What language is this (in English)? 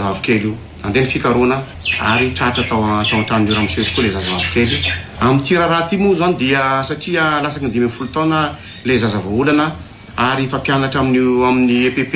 Malagasy